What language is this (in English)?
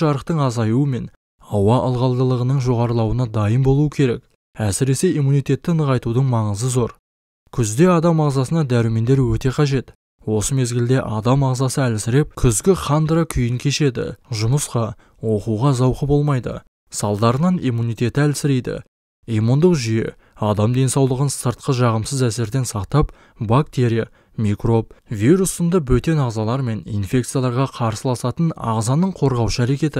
Kazakh